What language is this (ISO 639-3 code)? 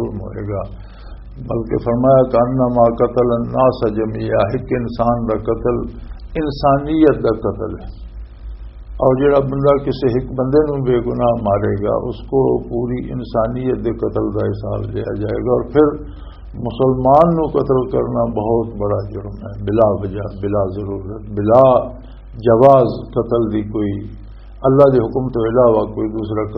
lah